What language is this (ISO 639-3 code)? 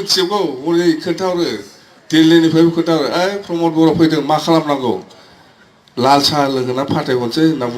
brx